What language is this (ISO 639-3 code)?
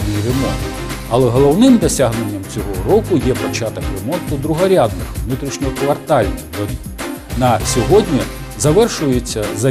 ukr